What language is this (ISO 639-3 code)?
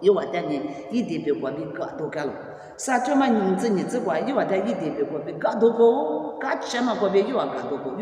lis